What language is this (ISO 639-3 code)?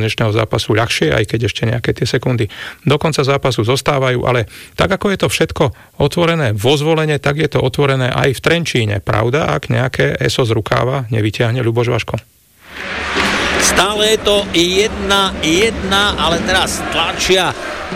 slk